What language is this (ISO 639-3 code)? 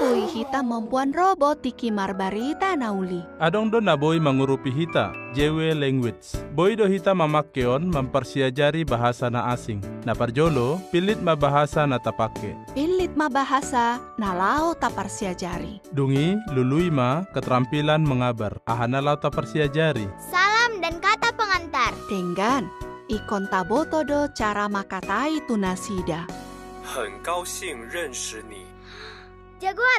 bbc